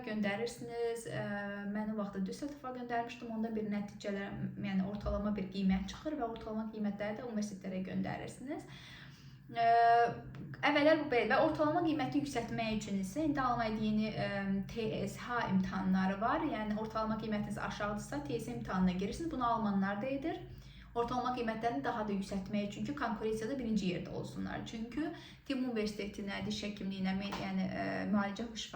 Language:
Azerbaijani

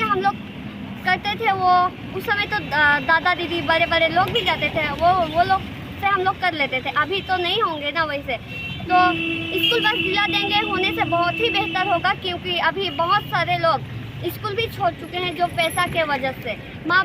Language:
Sadri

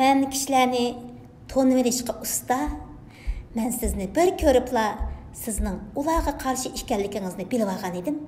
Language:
Uyghur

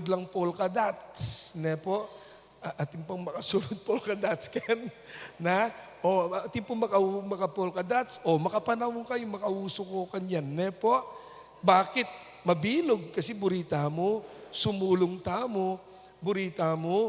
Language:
Pampanga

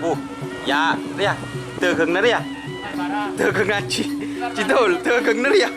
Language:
Madurese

